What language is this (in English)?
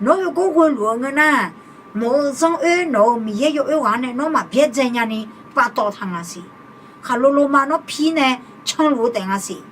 Akha